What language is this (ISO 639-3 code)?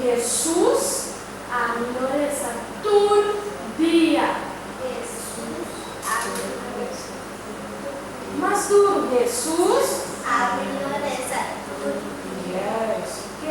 pap